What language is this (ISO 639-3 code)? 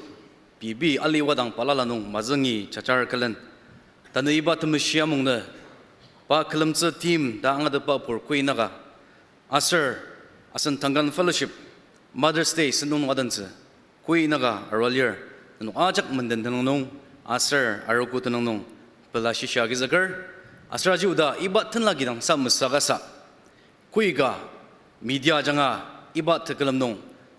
njo